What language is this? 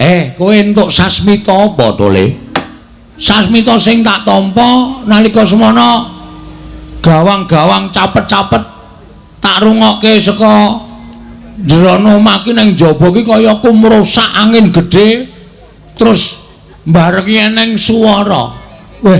Javanese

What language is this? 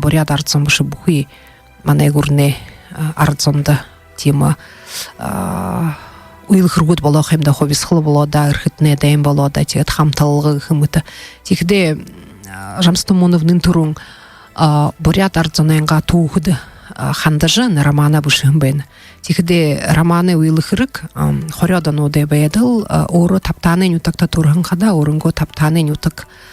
Buriat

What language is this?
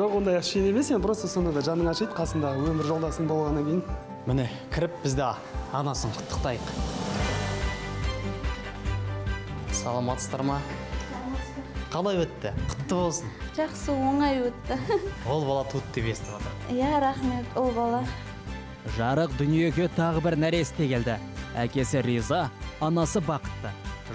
Kazakh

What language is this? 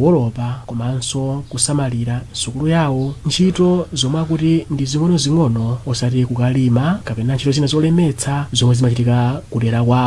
Nyanja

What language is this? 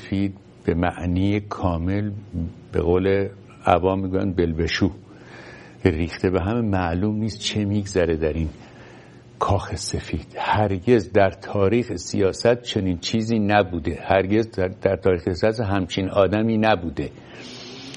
Persian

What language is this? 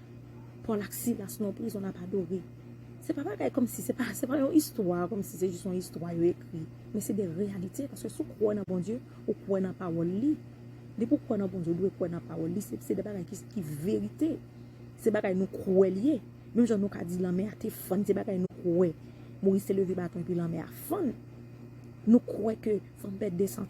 Haitian Creole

